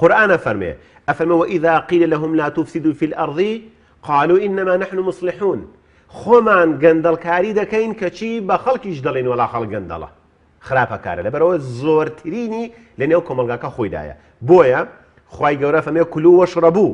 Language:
Central Kurdish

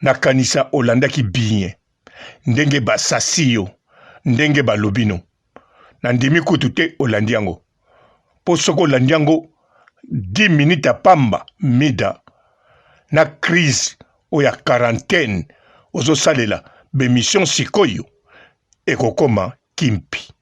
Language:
Lingala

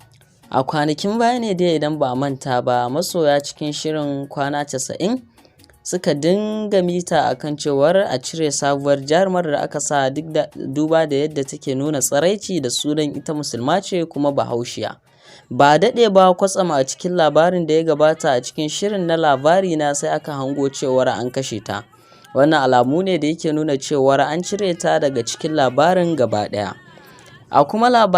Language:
Hausa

